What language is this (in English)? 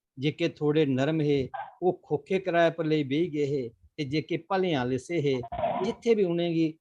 Dogri